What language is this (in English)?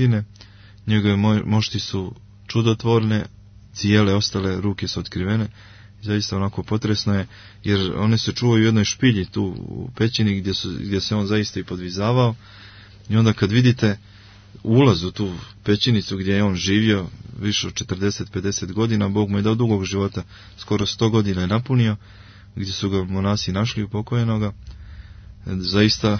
Serbian